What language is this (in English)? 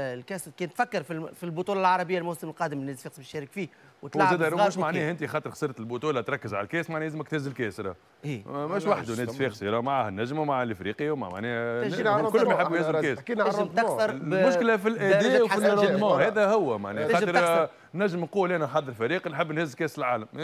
Tunisian Arabic